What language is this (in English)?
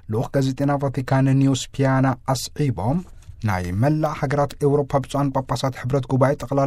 Tigrinya